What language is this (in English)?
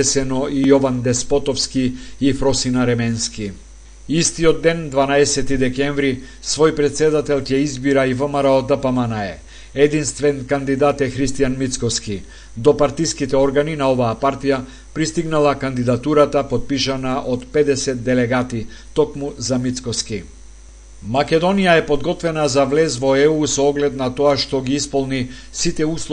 Macedonian